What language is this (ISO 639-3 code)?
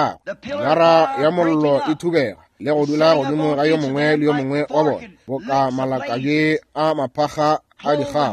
nso